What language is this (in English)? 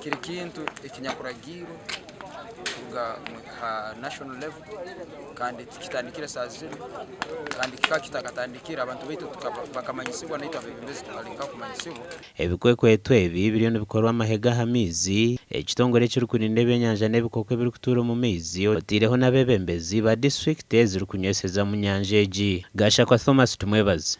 Nyankole